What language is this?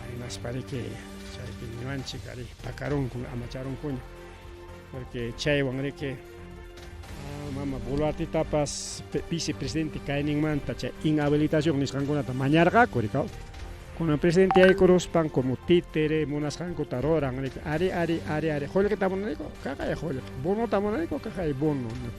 Ayacucho Quechua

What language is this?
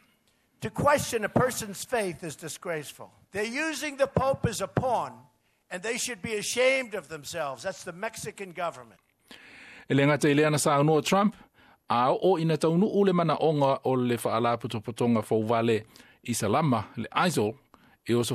Samoan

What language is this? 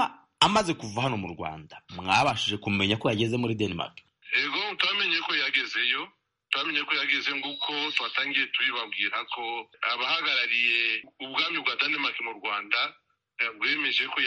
Kinyarwanda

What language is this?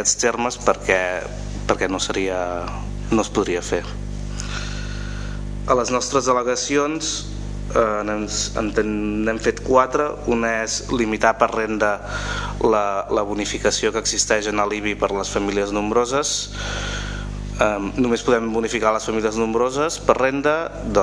Catalan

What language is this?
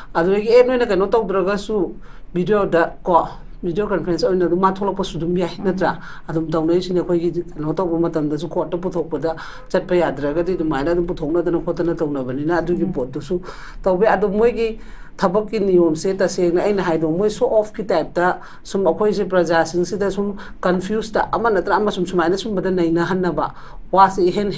Manipuri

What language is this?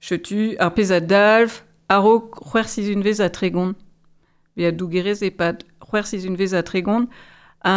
Breton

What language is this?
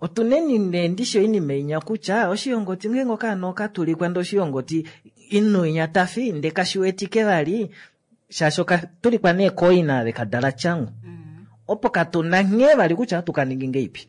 Kuanyama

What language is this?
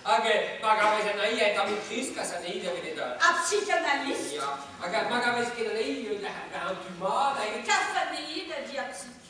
Breton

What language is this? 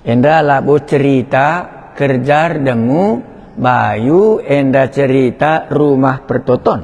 Batak Karo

